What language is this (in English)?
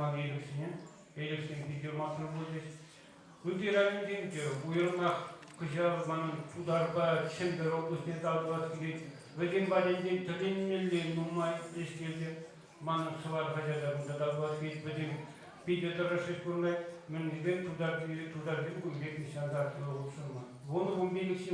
Chuvash